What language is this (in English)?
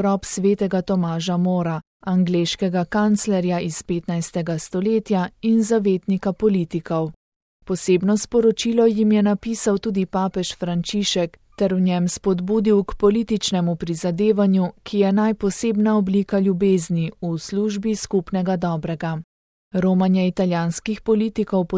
Slovenian